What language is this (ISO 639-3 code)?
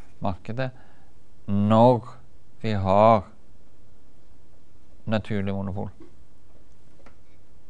nor